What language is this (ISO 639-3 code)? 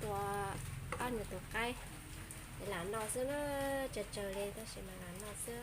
hmn